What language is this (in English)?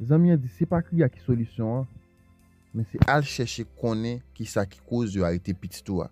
Haitian Creole